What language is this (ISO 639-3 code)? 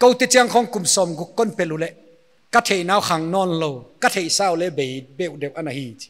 pck